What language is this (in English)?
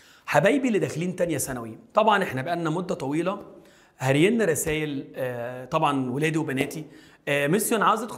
Egyptian Arabic